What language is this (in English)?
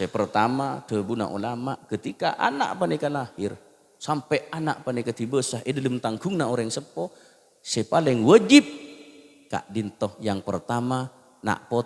Madurese